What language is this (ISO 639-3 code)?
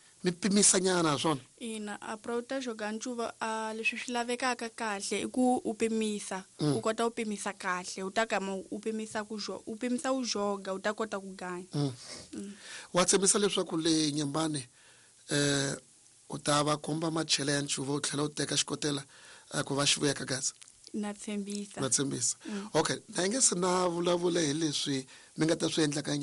tso